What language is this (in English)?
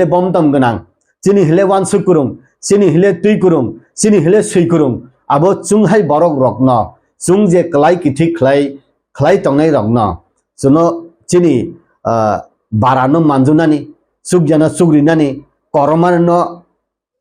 Kok Borok